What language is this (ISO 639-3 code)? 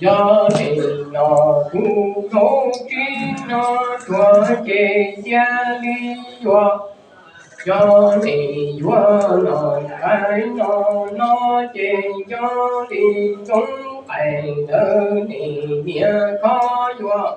hmn